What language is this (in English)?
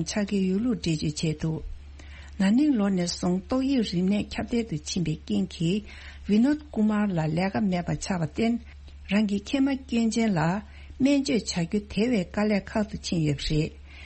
Tibetan